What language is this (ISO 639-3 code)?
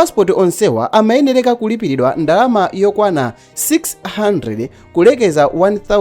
nya